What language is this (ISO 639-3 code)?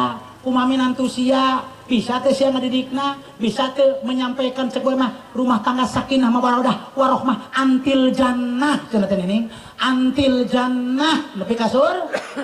sun